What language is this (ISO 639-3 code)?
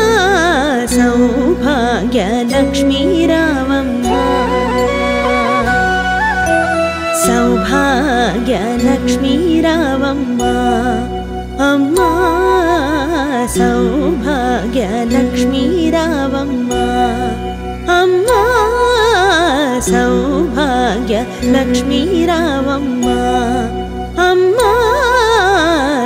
tel